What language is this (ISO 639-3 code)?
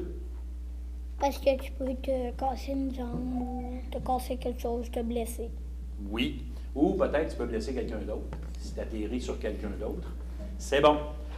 fra